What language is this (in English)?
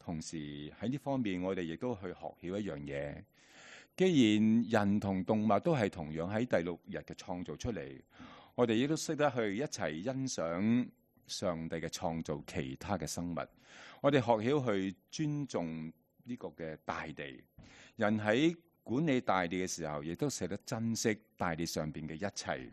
Cantonese